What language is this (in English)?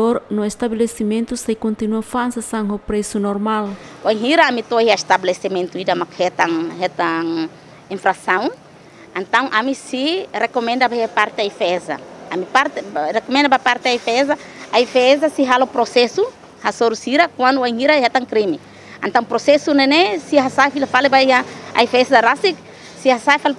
Tetum